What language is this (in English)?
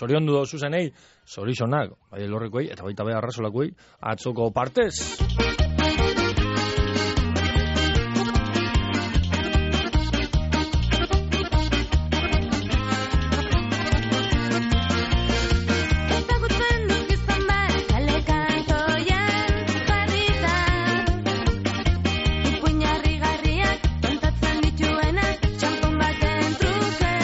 Basque